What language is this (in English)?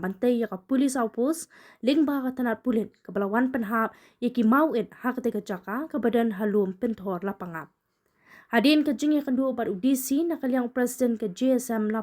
Khasi